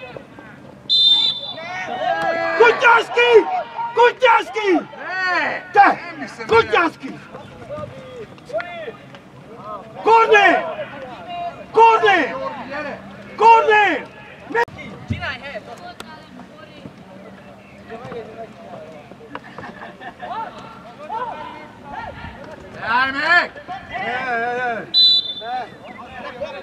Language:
Hungarian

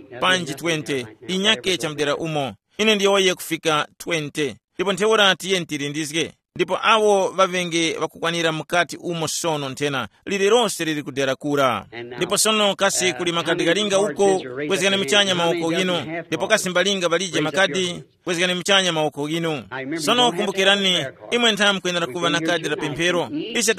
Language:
Tumbuka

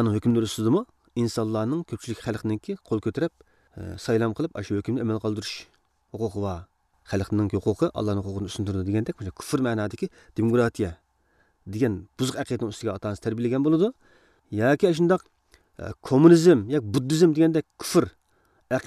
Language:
Uyghur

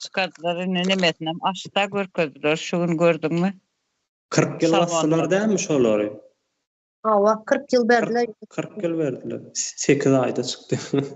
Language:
Turkmen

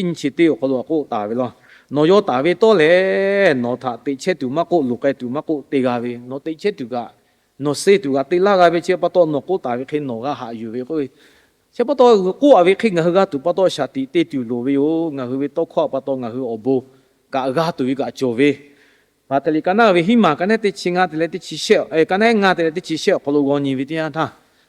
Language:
Lahu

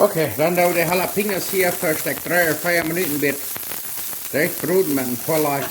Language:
Plautdietsch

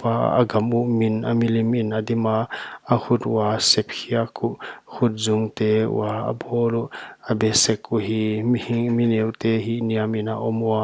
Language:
Paite Chin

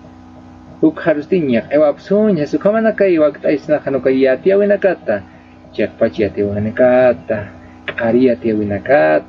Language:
Aymara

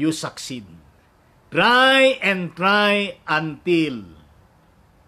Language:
Filipino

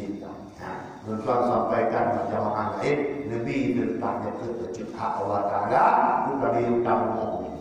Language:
Malay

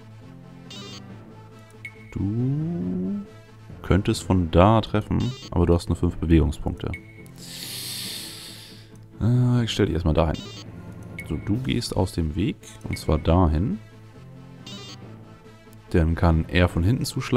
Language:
German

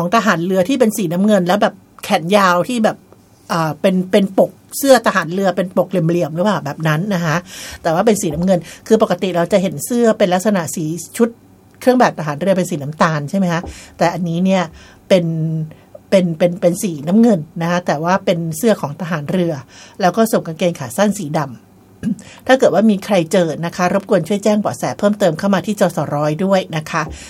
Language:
Thai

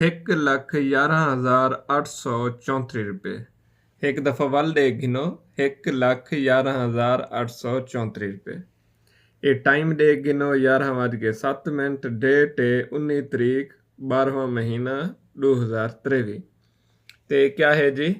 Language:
Saraiki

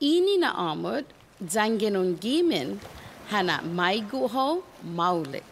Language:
Chamorro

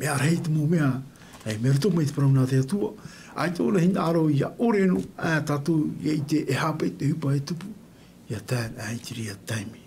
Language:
Tahitian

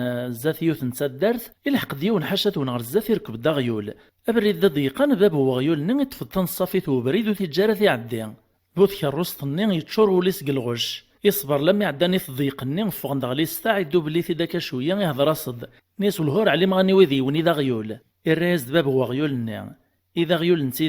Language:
Kabyle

